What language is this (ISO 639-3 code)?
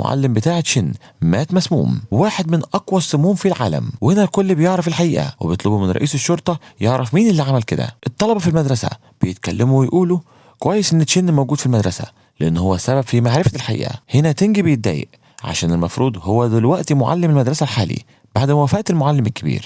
arz